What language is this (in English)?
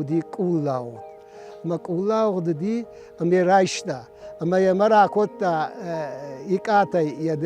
Ossetic